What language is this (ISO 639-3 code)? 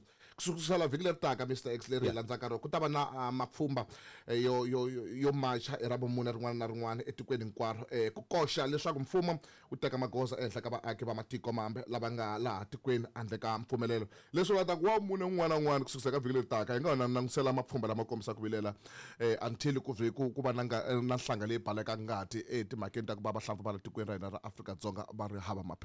tso